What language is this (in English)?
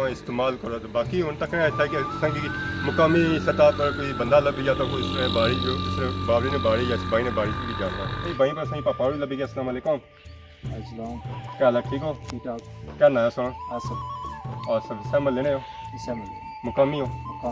Pahari-Potwari